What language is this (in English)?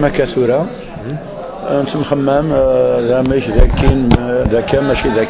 Kabyle